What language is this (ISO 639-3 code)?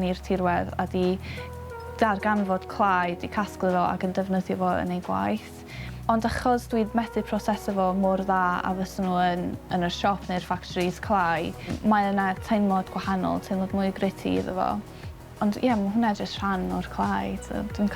cym